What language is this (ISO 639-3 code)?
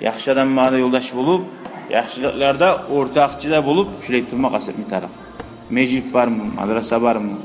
kum